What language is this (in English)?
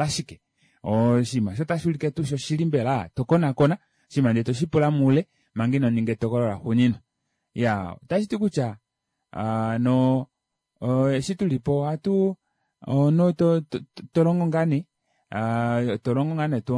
Kuanyama